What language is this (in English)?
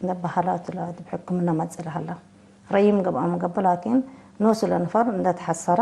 Tigre